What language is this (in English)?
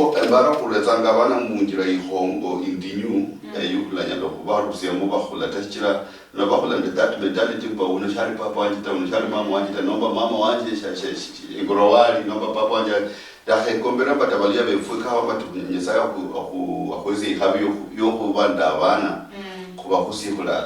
Luyia